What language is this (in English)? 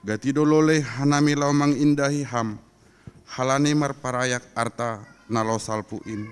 Batak Simalungun